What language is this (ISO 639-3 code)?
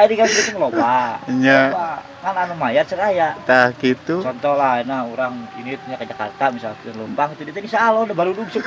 sun